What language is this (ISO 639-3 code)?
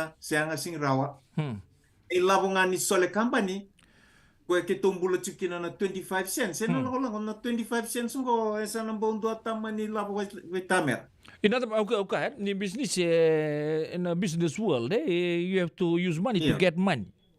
fij